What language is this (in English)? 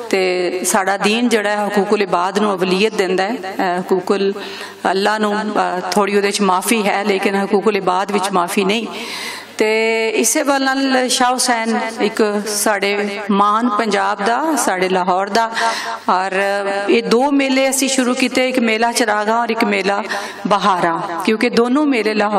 Western Panjabi